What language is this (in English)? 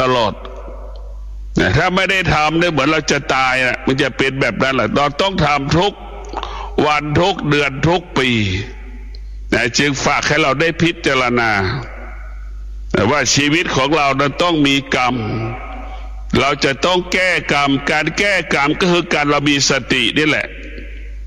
Thai